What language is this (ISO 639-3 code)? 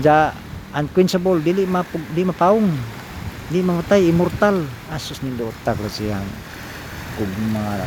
ceb